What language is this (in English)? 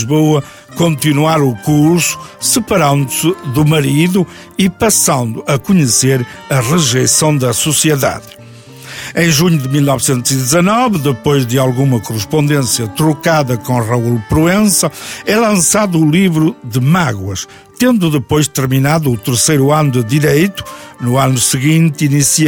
Portuguese